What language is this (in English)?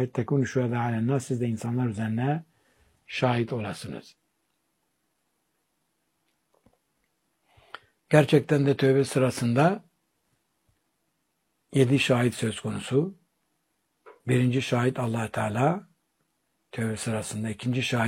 Turkish